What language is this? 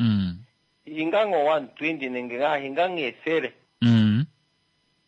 Kuanyama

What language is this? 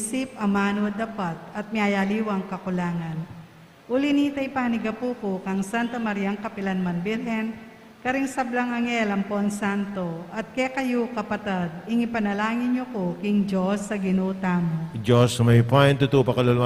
Pampanga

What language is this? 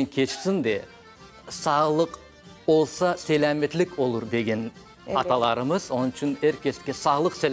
Crimean Tatar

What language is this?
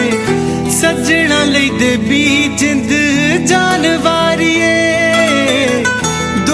Punjabi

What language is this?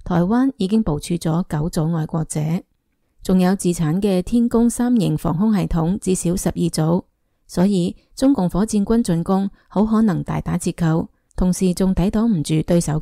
Cantonese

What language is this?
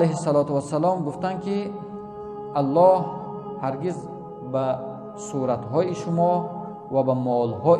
Tajik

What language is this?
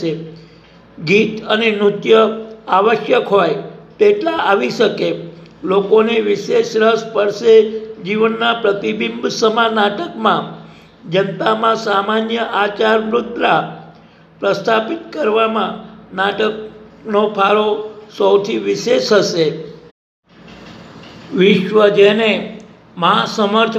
Gujarati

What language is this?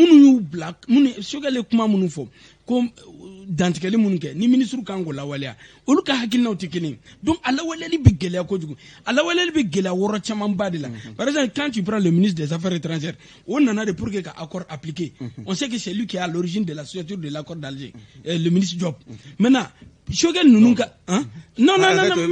Bambara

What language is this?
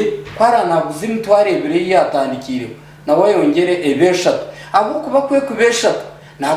Nyankole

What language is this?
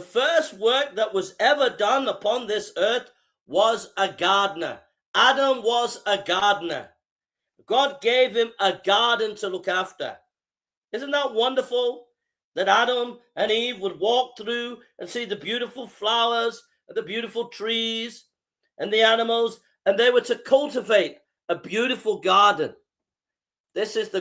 English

